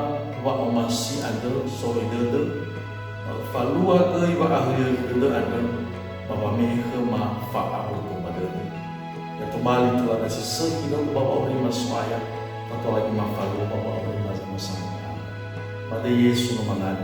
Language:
Nias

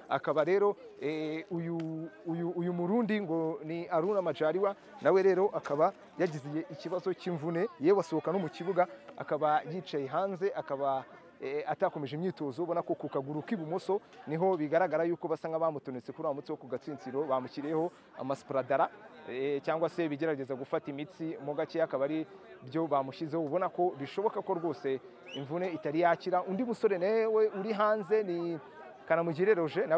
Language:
Kinyarwanda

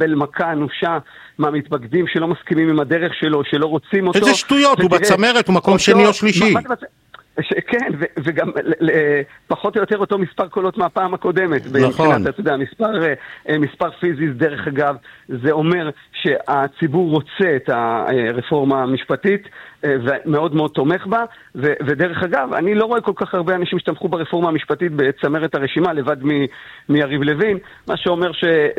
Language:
Hebrew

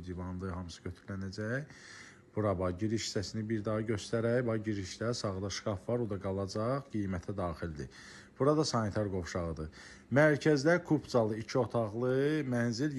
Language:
Azerbaijani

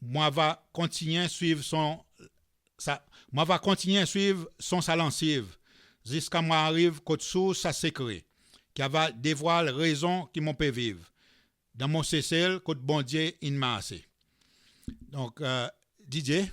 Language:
Seselwa Creole French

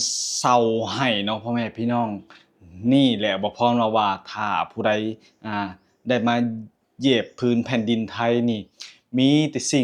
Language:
Lao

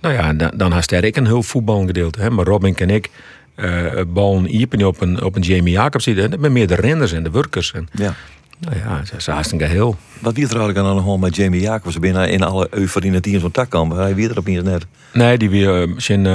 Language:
Western Frisian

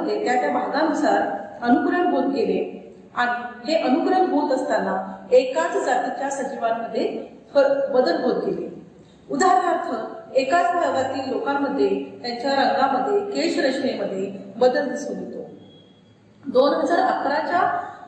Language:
Marathi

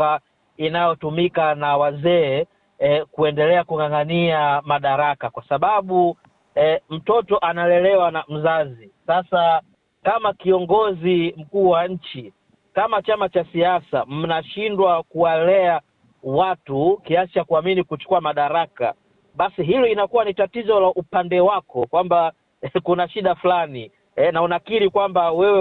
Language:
Swahili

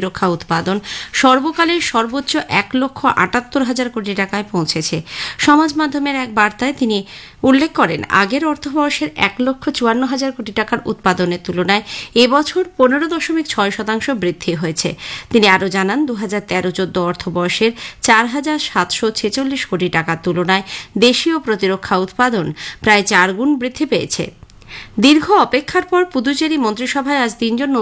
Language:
Bangla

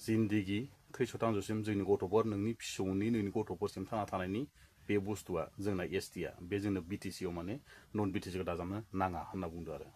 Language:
Bodo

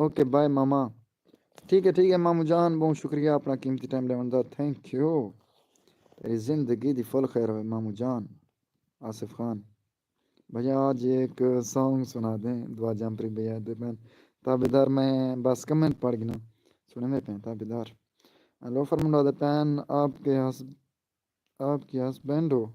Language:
Saraiki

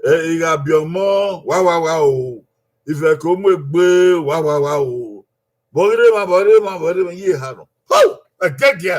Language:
Bini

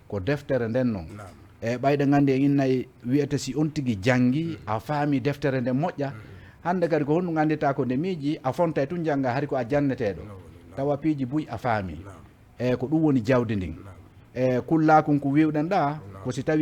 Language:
Fula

